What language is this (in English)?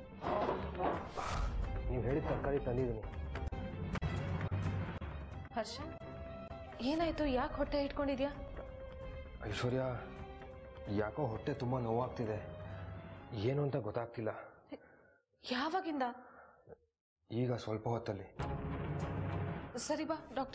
Kannada